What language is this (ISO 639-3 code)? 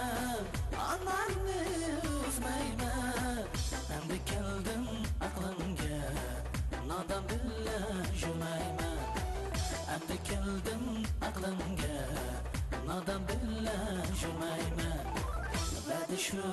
uig